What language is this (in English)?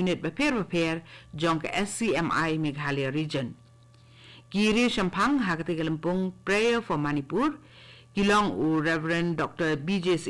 Khasi